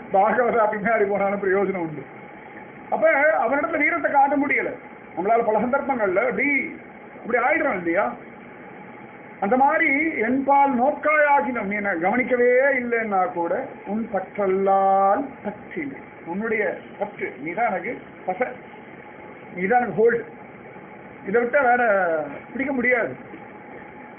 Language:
Tamil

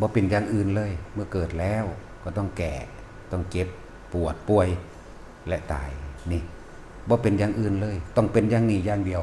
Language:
Northeastern Thai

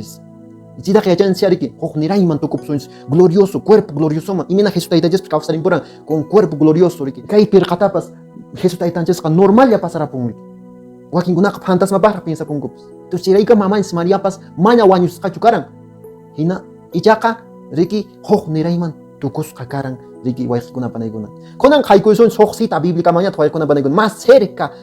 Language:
Quechua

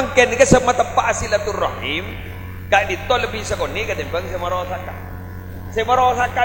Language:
Madurese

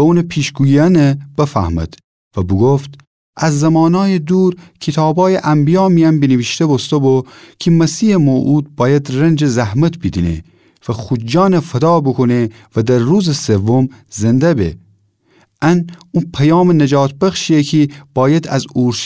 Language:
Gilaki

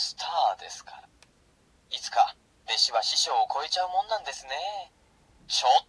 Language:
Japanese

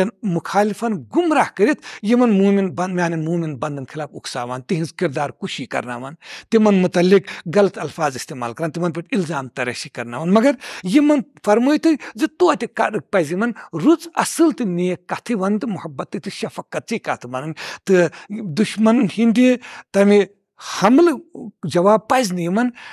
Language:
Kashmiri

